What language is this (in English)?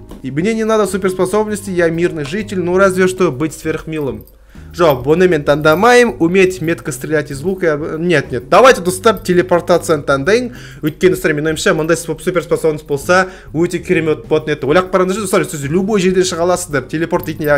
Kazakh